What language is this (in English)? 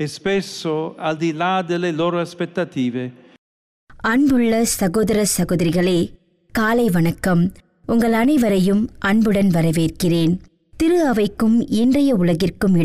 Tamil